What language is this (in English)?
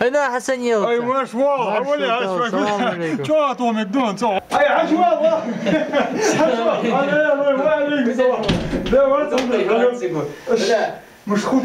Ingush